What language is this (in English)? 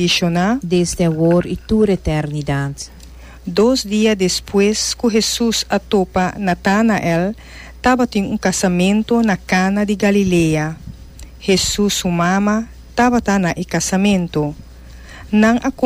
Papiamento